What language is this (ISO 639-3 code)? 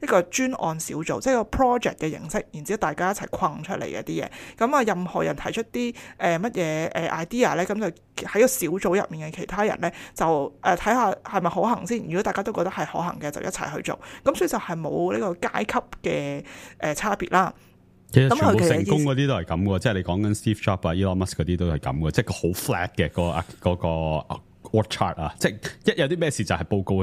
yue